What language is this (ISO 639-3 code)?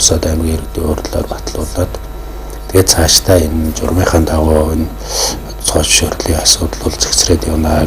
mon